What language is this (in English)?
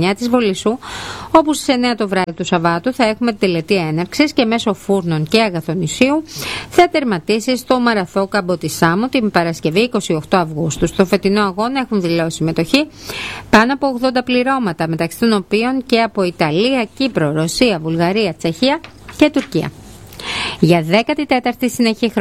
Greek